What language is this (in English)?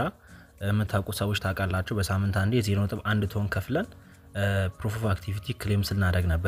Amharic